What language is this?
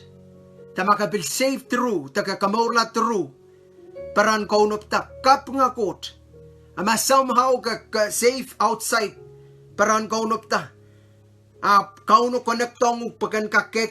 Pohnpeian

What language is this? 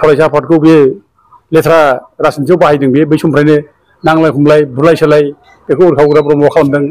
Bodo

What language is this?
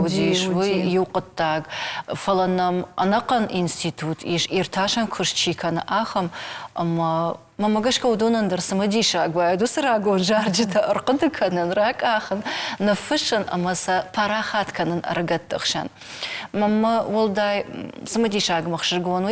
Ossetic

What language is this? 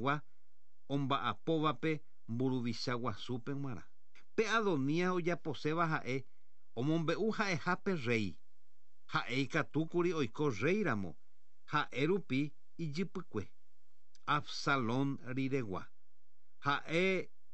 Guarani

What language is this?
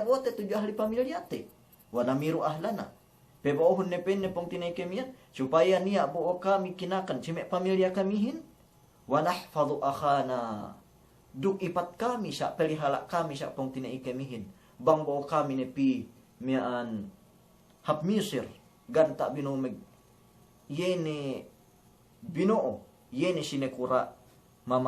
Yakan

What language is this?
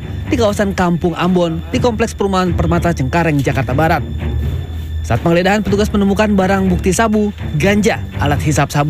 Indonesian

